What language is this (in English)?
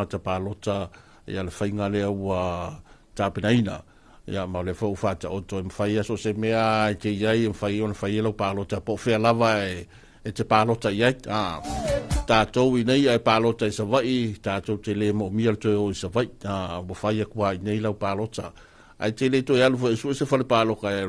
Samoan